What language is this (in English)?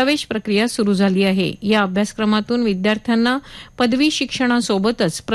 Marathi